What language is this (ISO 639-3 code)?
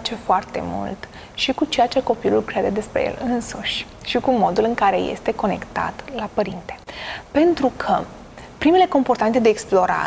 ron